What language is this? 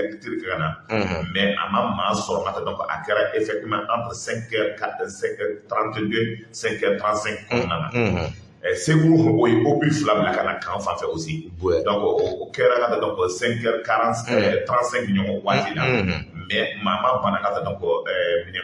Bambara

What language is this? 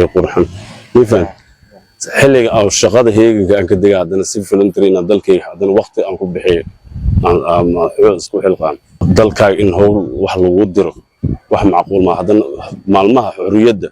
Somali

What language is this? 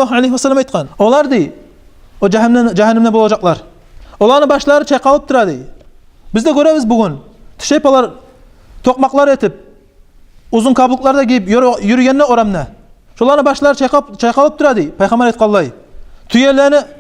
Kumyk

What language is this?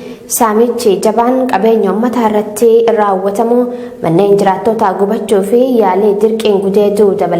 Oromo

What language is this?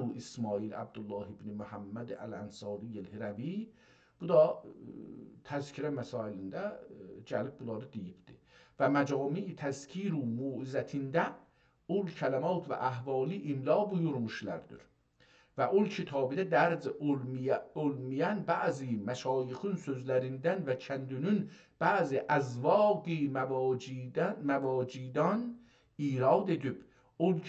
South Azerbaijani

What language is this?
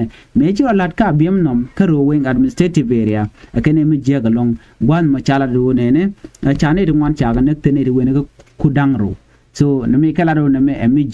Nuer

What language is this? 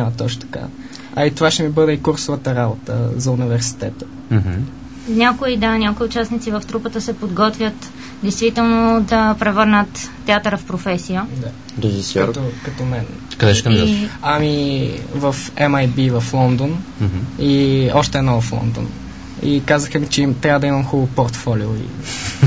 Bulgarian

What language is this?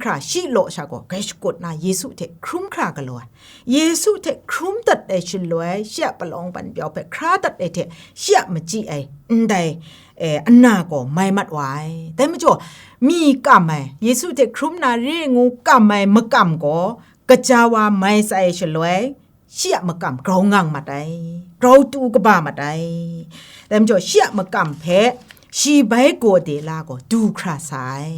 Kachin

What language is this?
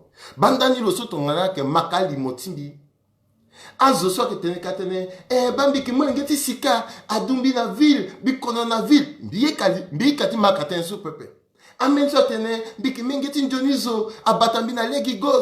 Sango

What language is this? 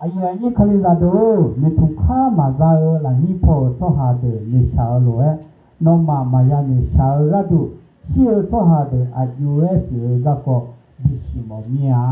Akha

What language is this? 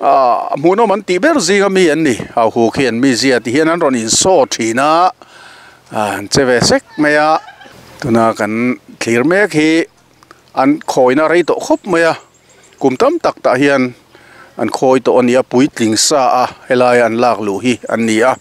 Mizo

